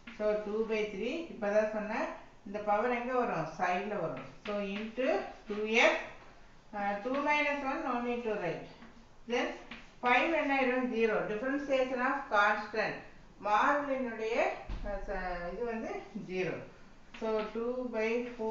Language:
Tamil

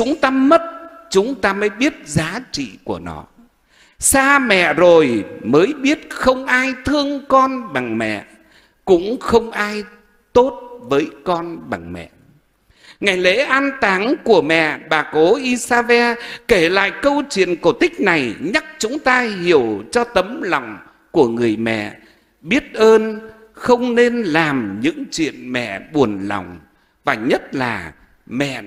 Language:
Vietnamese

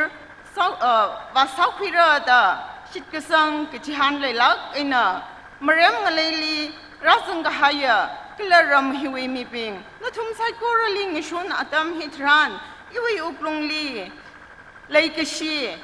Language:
Tangkhul Naga (India)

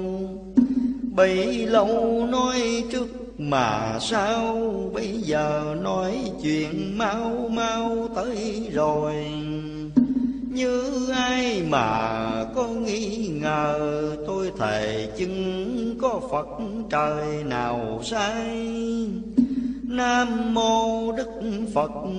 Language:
Vietnamese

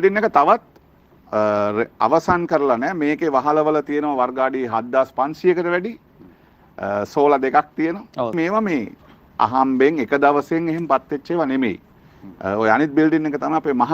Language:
Sinhala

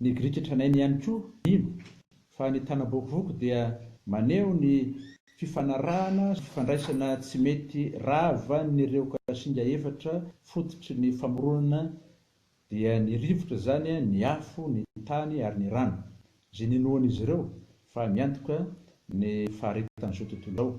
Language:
Malagasy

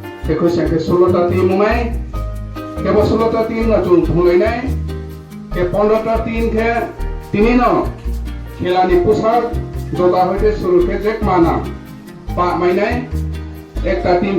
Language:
Riang (India)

